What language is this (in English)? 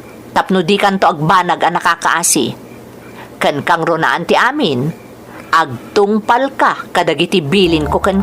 Iloko